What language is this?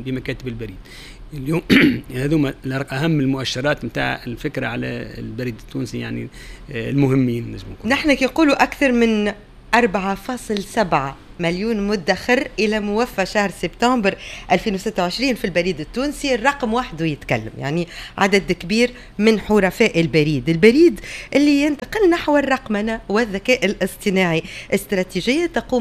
Tunisian Arabic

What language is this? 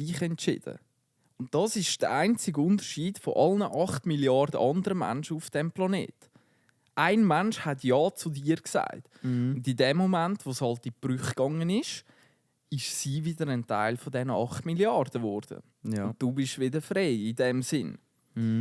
Swiss German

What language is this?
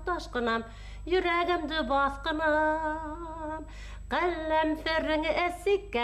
Bashkir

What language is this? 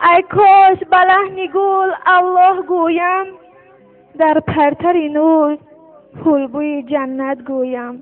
Tajik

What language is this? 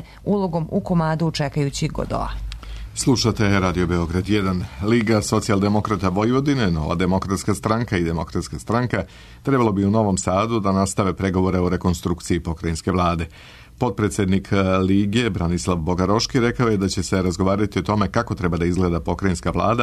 Serbian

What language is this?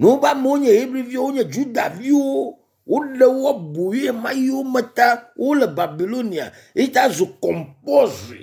Ewe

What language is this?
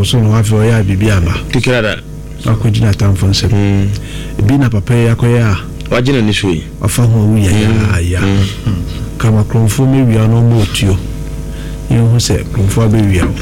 Akan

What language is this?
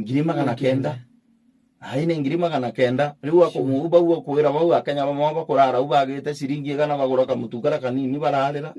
Meru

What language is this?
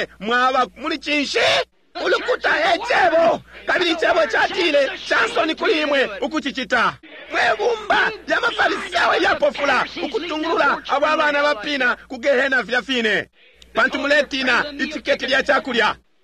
Bemba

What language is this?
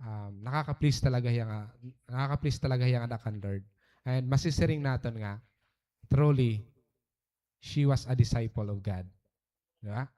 Waray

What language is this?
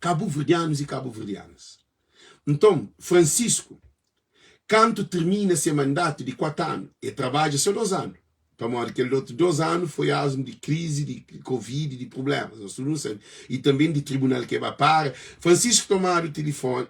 Kabuverdianu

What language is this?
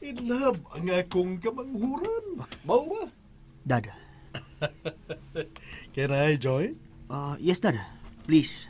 Cebuano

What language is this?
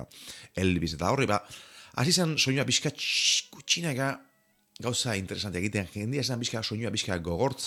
Basque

